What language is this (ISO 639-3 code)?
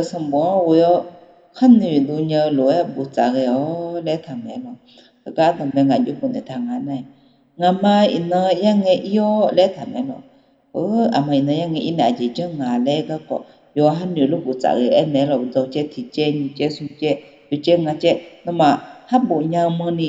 ahk